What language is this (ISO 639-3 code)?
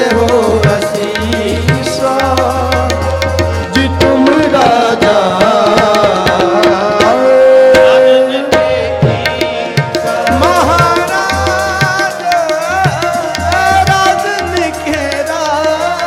pan